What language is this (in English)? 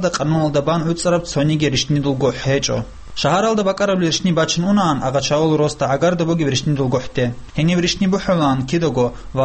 Avaric